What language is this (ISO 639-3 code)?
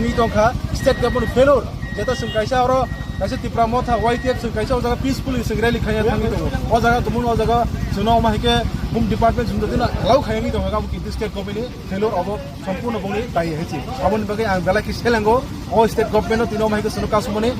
trp